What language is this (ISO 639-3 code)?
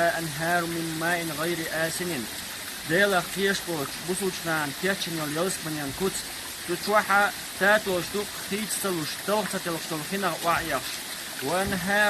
che